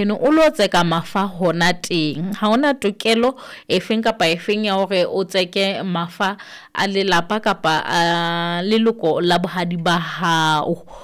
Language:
Southern Sotho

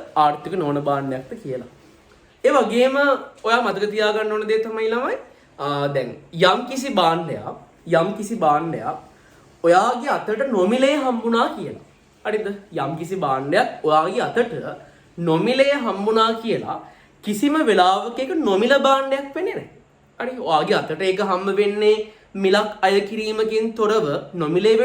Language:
Sinhala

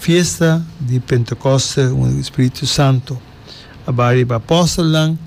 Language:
Papiamento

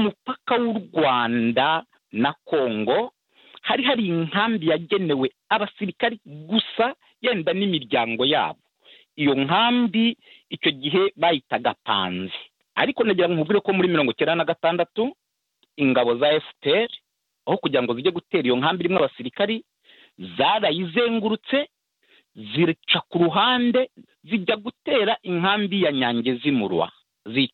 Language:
Kinyarwanda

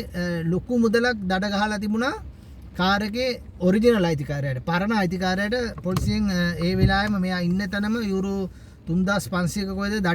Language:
Sinhala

